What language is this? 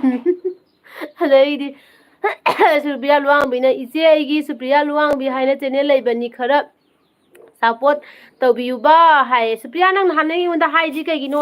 Manipuri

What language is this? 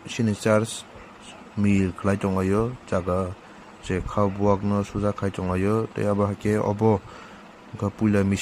Kok Borok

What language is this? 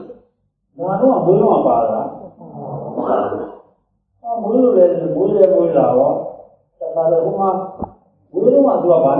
Burmese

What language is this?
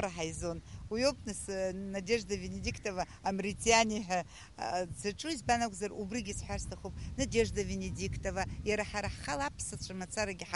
Abkhazian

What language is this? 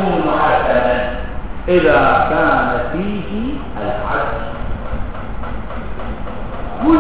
Arabic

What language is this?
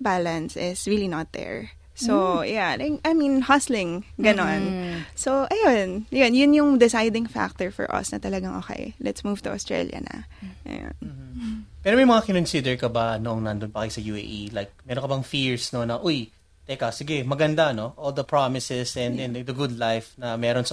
Filipino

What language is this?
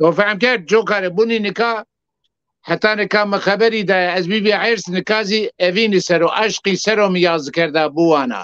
Zaza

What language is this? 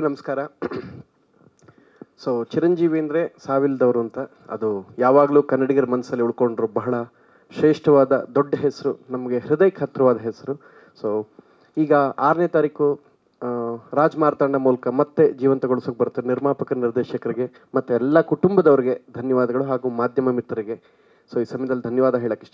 Kannada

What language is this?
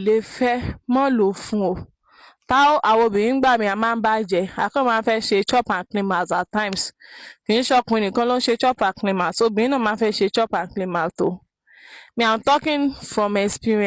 Yoruba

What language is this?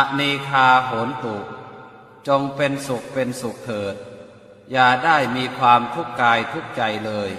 Pali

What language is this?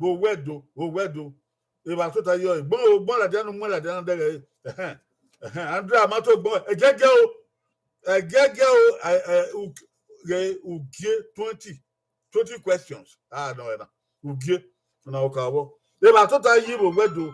Bini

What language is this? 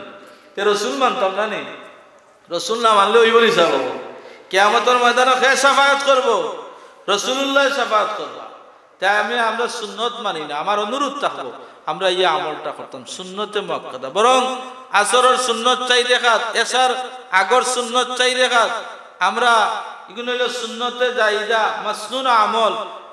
Sylheti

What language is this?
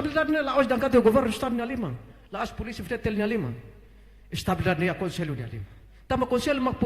Tetum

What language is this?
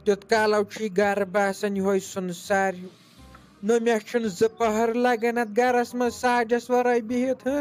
Kashmiri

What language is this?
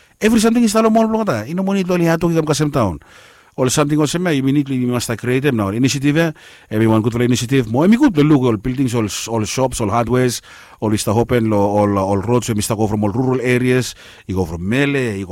Bislama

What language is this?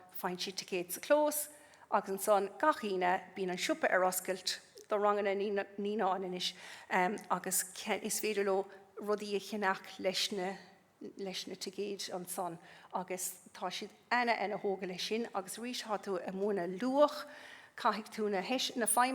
Irish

